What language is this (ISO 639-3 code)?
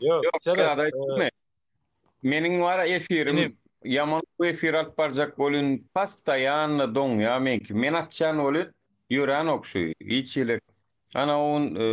tuk